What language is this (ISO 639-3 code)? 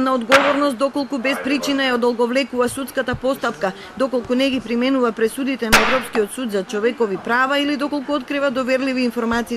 mkd